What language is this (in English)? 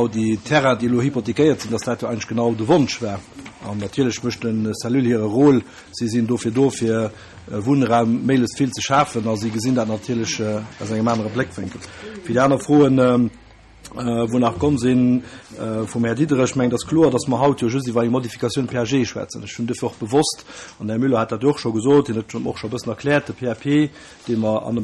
Luxembourgish